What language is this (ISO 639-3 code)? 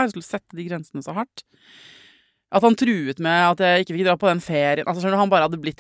nor